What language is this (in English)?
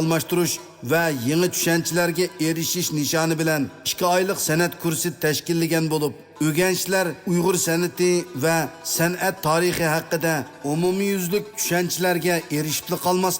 Uyghur